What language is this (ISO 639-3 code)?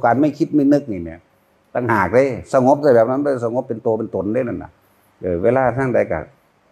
tts